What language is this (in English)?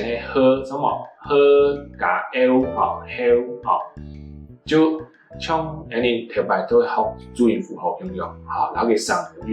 Hakka Chinese